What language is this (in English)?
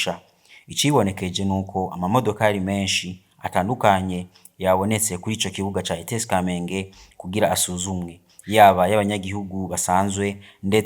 Rundi